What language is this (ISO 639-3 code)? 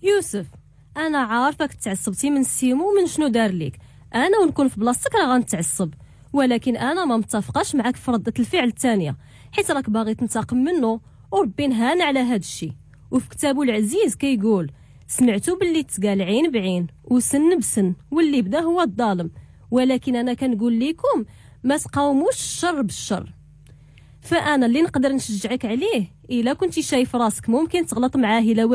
ary